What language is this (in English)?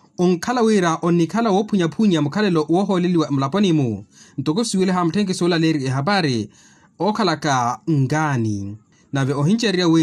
Makhuwa